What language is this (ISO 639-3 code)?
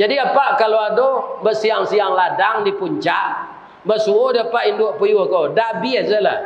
min